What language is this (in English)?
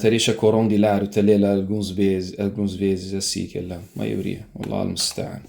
Kabuverdianu